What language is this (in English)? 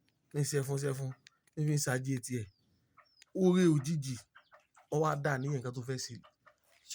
Yoruba